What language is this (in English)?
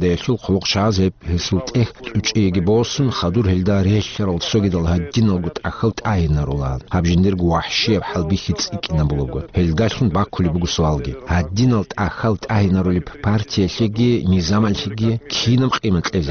Avaric